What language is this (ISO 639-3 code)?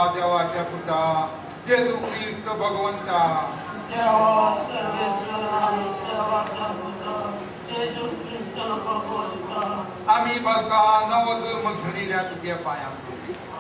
kok